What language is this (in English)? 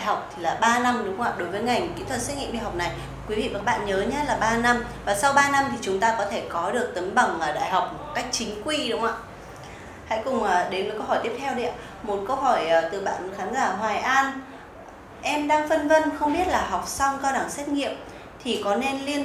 Vietnamese